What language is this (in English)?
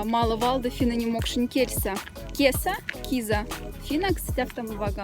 Moksha